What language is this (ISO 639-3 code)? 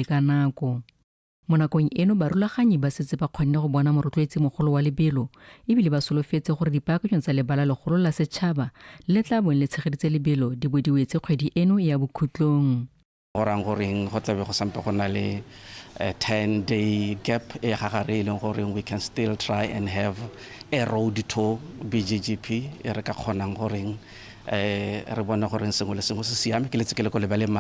tsn